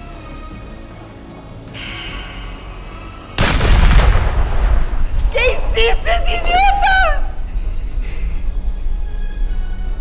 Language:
Spanish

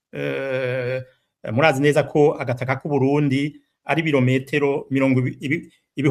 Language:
Rundi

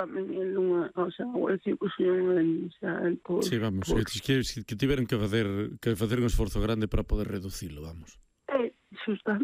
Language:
Galician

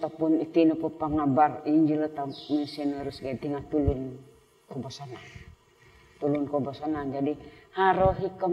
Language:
Central Dusun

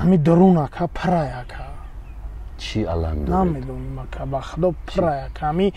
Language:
Tajik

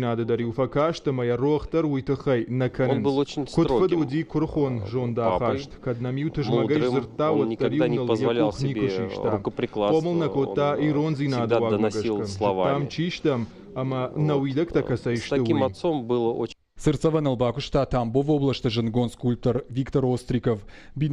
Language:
Ossetic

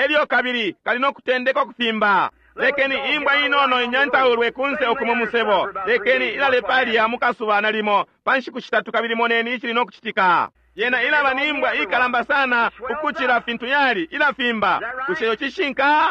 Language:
Bemba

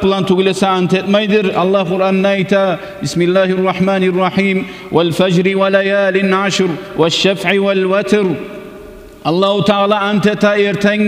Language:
Kumyk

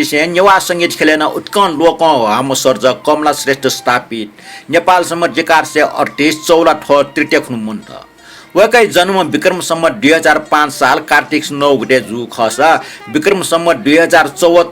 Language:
Newari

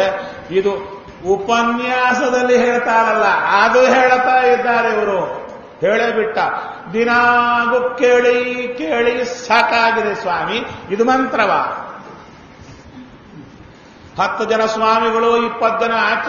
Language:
Kannada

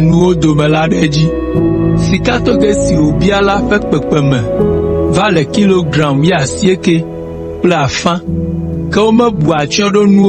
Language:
Ewe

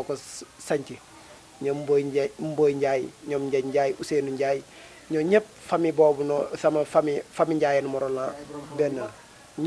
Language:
Wolof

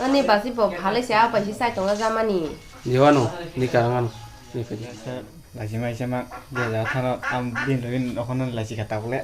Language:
Kok Borok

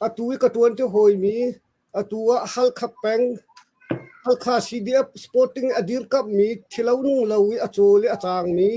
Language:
Hakha Chin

